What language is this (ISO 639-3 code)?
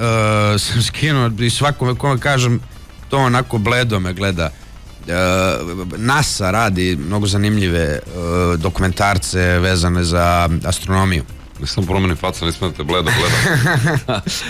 srp